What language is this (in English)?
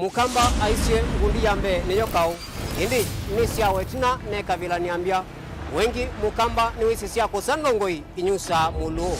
Kamba